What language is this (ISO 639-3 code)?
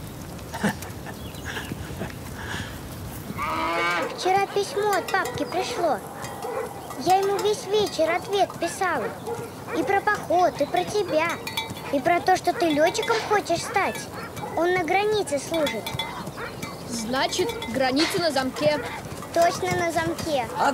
rus